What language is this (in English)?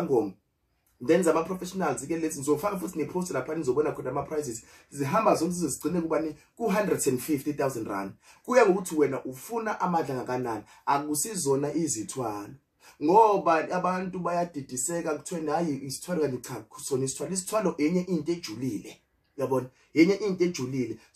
Zulu